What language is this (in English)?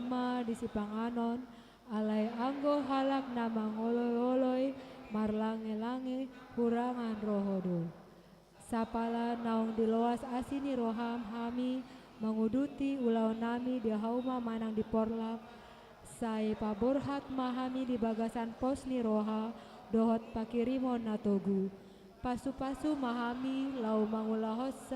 Batak Toba